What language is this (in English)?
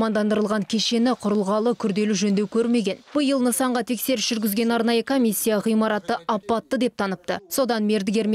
Kazakh